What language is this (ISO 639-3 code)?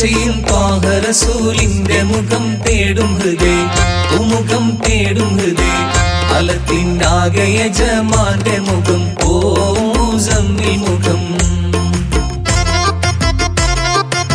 mal